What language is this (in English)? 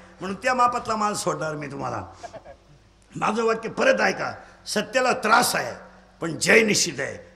Marathi